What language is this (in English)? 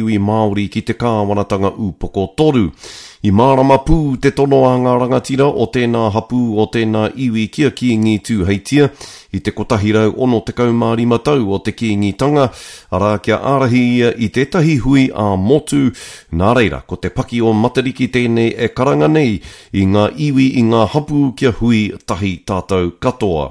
Māori